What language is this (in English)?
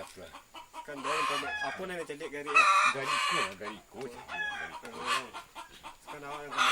Minangkabau